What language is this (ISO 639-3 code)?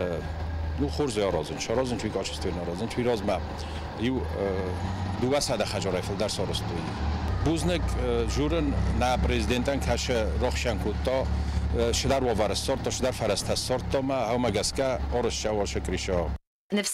oss